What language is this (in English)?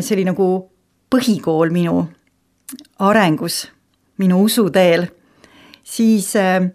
Estonian